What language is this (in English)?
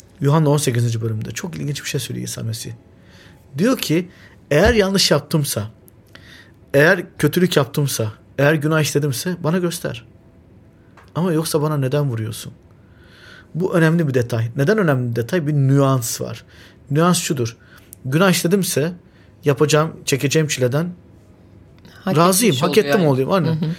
Turkish